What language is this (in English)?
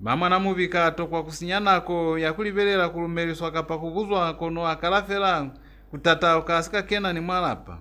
Lozi